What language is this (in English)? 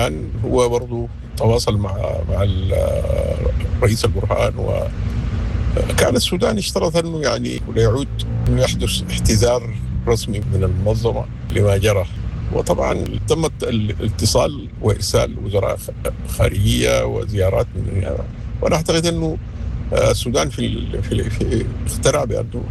Sudanese Arabic